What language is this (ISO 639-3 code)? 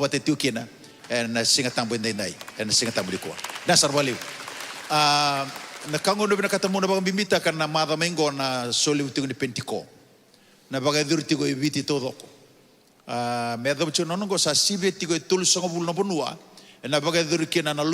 fij